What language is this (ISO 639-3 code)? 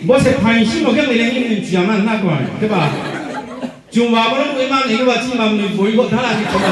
ria